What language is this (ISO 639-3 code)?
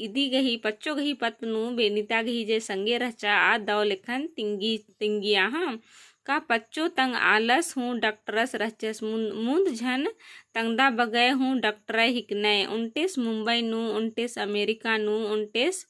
kru